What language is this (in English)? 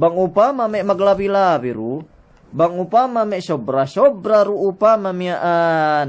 Yakan